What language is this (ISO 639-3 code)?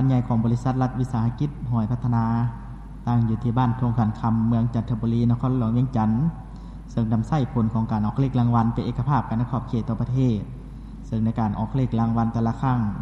lao